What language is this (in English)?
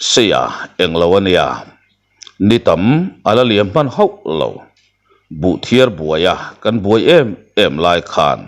Mizo